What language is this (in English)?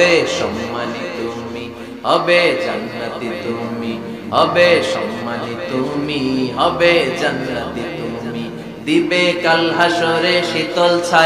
Bangla